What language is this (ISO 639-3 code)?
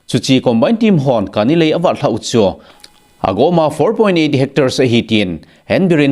tcz